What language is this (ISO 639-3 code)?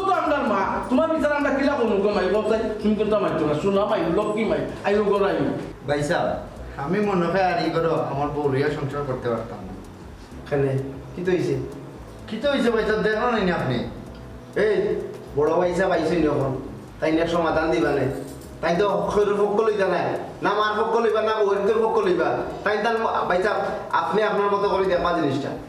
syl